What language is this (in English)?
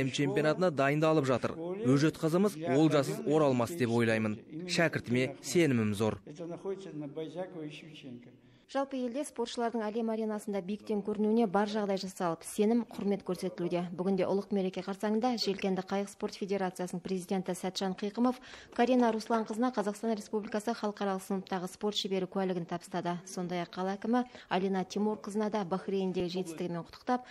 Kazakh